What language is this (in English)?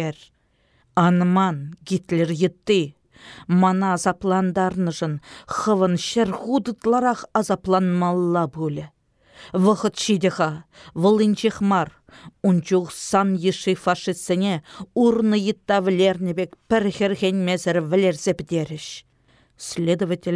Chuvash